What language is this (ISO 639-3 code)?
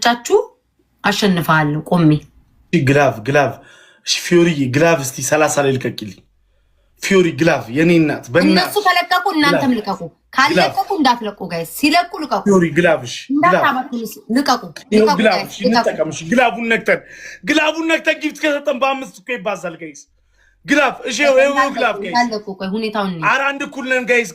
amh